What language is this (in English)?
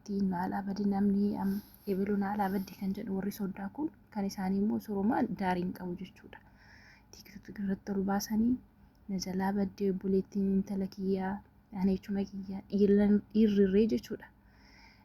Oromo